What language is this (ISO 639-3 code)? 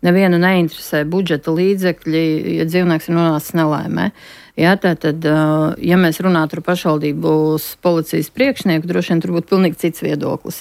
lav